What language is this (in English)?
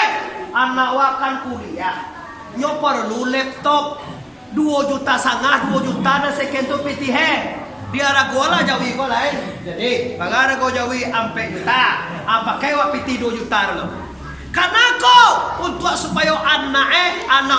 Minangkabau